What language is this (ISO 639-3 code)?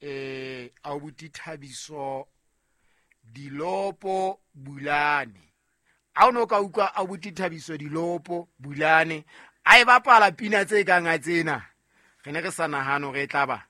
sot